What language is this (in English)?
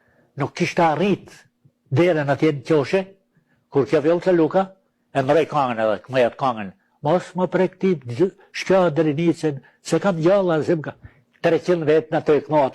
Albanian